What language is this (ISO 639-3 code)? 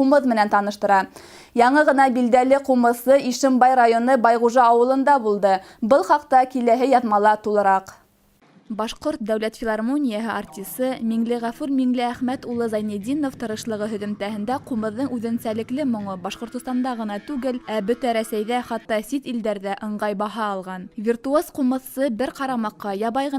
bak